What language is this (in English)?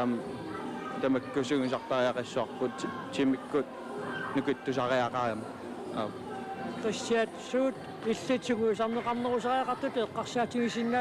Kalaallisut